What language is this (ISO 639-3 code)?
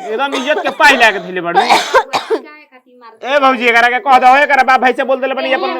bho